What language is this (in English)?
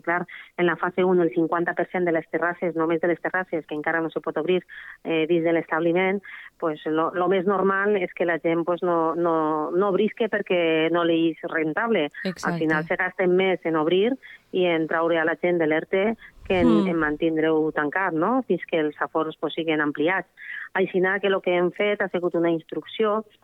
Catalan